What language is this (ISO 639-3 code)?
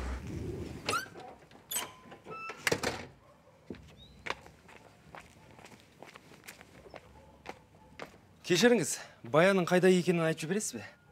kaz